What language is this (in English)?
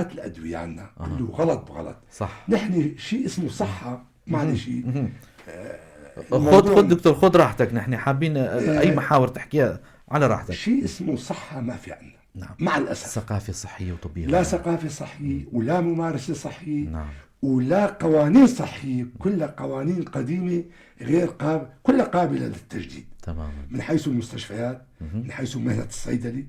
North Levantine Arabic